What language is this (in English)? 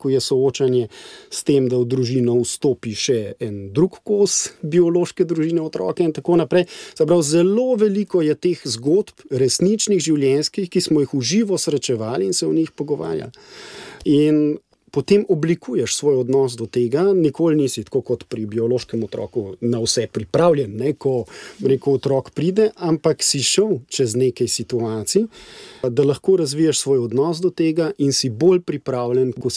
Slovenian